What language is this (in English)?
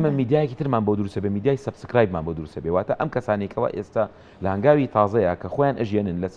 Central Kurdish